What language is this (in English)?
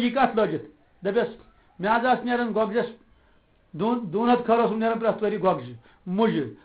Kashmiri